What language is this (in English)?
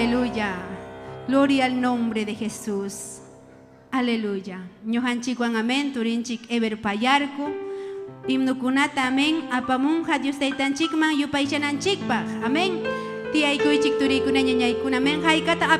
Ayacucho Quechua